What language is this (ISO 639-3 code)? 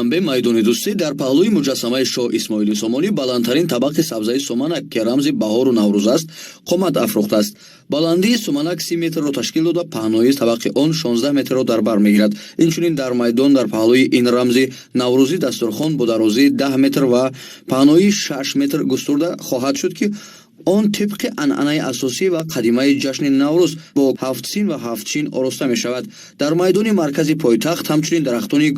tgk